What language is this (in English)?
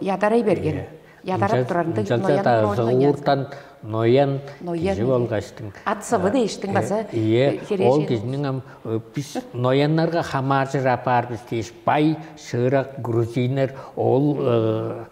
Tuvinian